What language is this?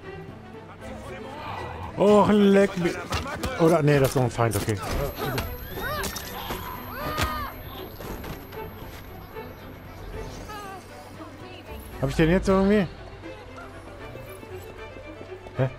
German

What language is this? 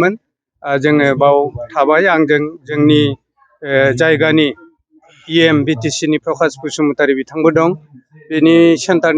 Bodo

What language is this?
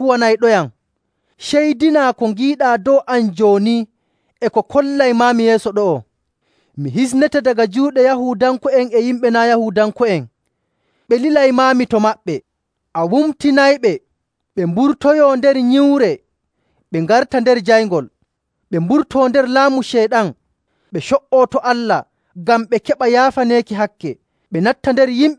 Nigerian Fulfulde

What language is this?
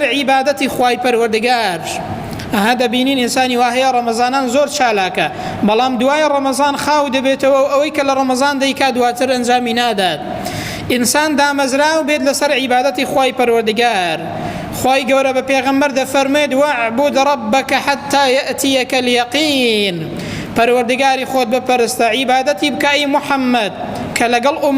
Central Kurdish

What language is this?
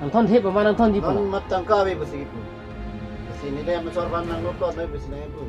Karbi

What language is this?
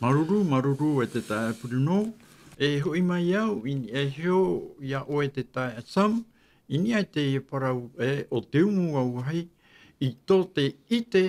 Tahitian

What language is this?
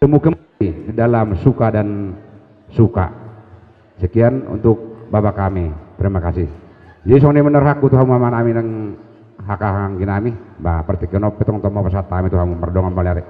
Batak Karo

